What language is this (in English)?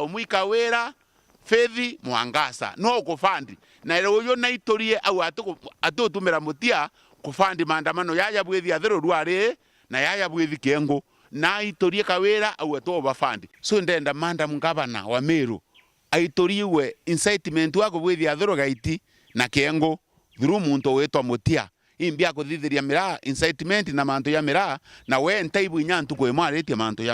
Meru